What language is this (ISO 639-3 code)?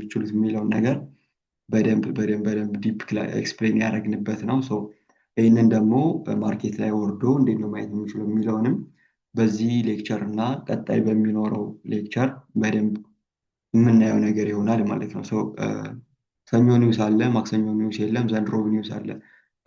amh